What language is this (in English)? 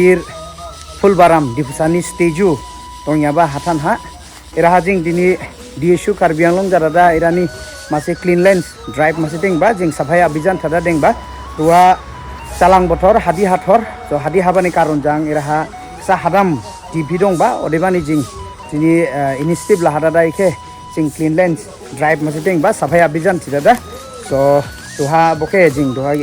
Dimasa